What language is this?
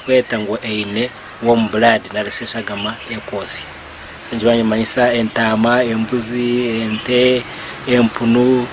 Nyankole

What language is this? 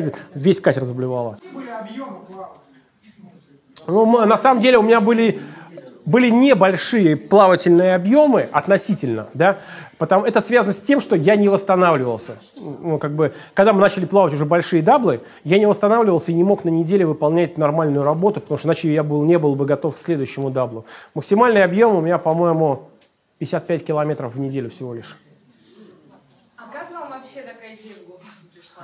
Russian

